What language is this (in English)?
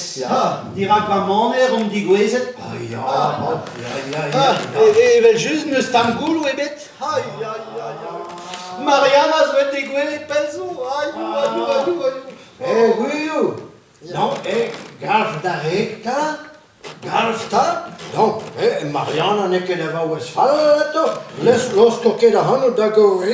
Breton